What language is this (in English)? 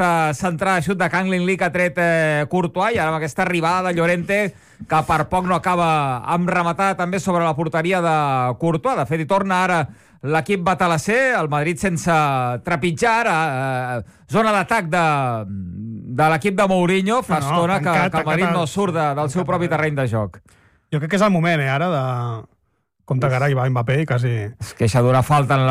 Catalan